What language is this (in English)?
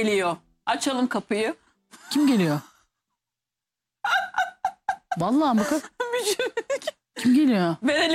Turkish